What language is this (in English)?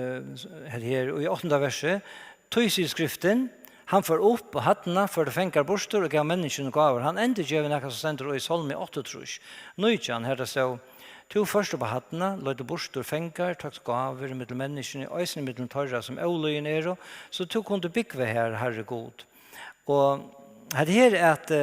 Faroese